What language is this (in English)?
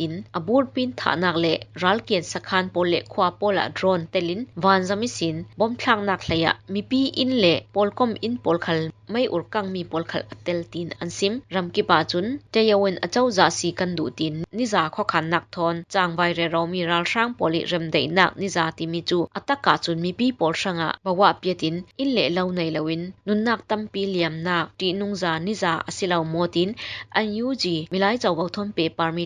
Falam Chin